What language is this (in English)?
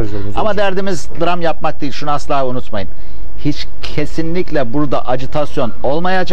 Turkish